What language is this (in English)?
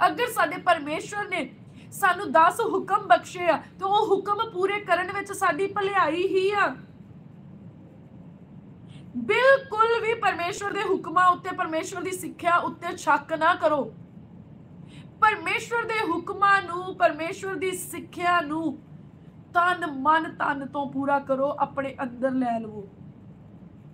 Punjabi